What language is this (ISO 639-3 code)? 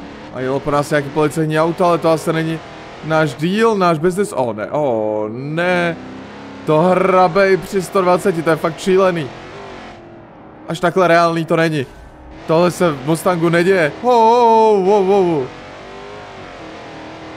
ces